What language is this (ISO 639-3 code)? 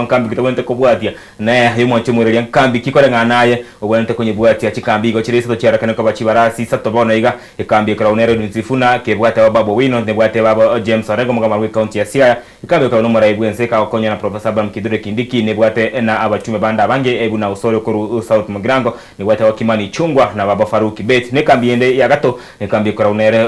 guz